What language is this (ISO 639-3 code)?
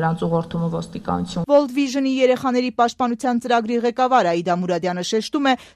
hye